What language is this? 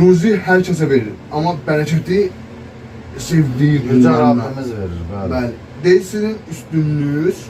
Azerbaijani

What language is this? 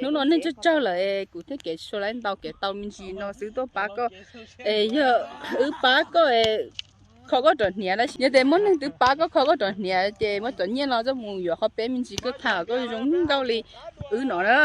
Hmong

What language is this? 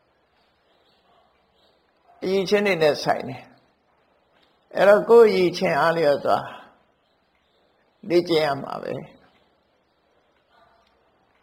Burmese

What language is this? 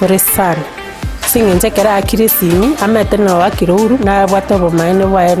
Gusii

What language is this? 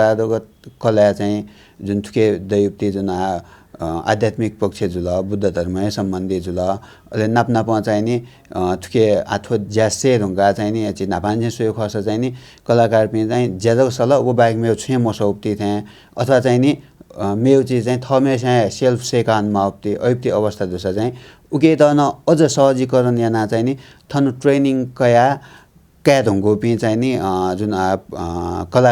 Newari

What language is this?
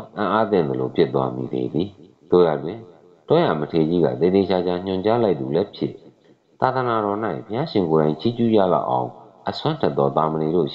Burmese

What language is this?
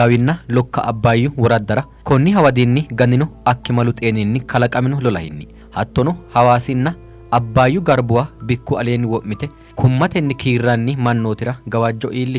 Sidamo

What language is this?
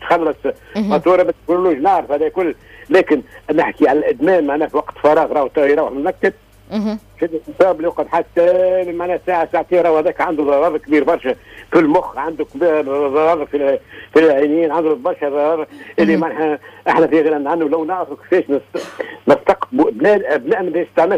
Tunisian Arabic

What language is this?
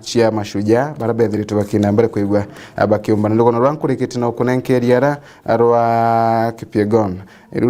Meru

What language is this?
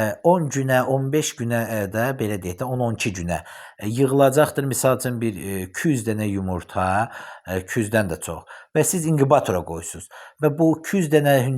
Azerbaijani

